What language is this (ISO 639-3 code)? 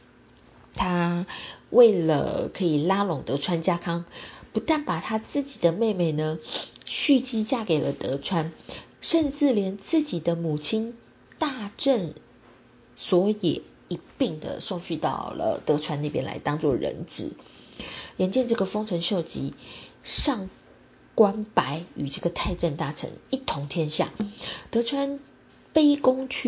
zho